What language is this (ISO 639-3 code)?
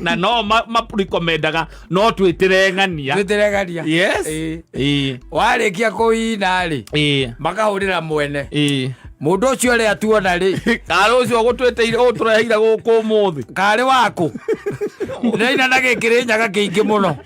kik